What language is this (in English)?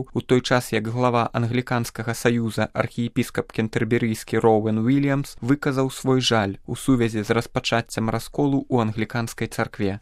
Belarusian